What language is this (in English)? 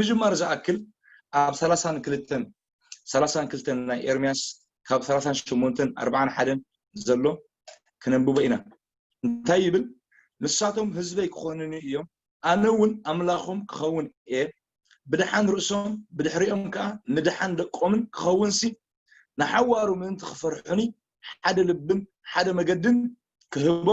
Tigrinya